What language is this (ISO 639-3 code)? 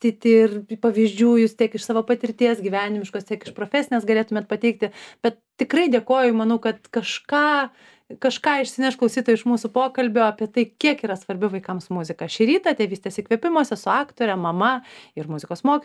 lit